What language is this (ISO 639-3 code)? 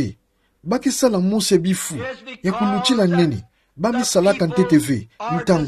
ktu